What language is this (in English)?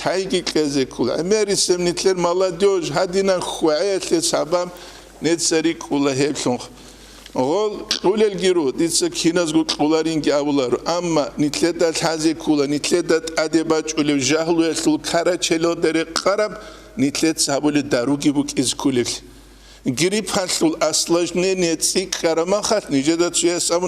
Avaric